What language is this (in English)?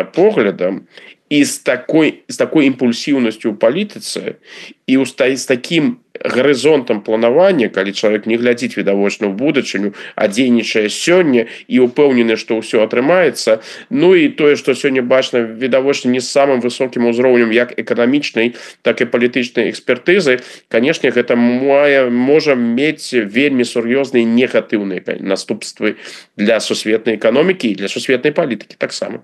Belarusian